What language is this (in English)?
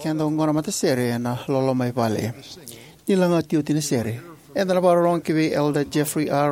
Fijian